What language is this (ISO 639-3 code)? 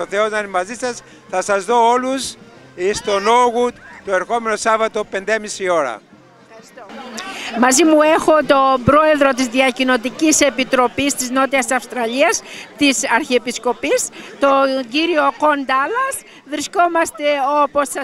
ell